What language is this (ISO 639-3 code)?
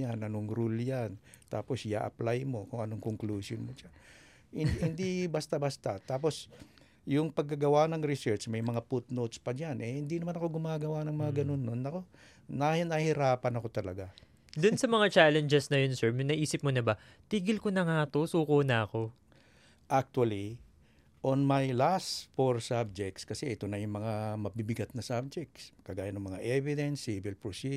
fil